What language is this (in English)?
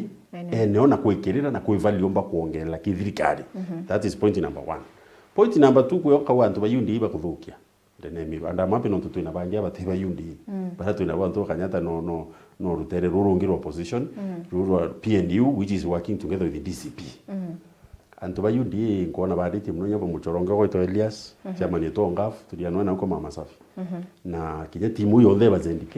Meru